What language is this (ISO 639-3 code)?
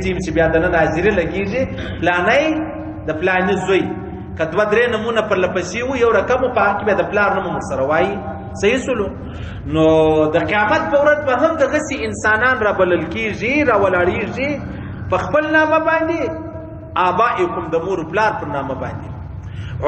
pus